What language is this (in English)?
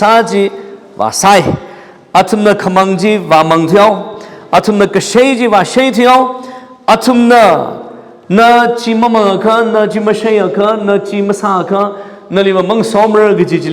Tangkhul Naga (India)